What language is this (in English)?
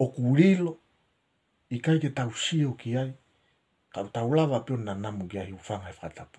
Tongan